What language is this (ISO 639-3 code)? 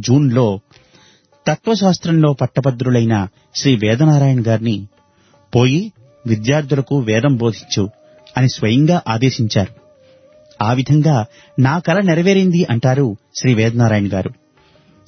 tel